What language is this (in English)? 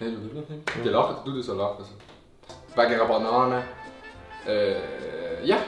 Swiss German